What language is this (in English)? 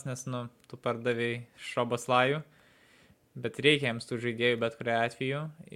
Lithuanian